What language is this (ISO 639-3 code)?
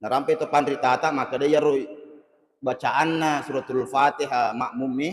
bug